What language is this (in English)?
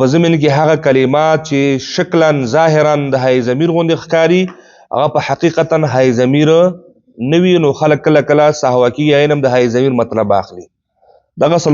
Pashto